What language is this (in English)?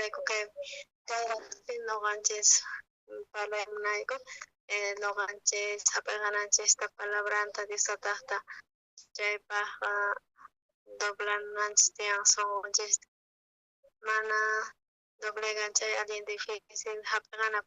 South Bolivian Quechua